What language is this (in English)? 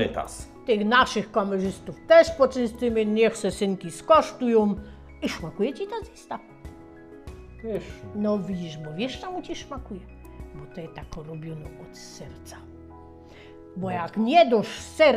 Polish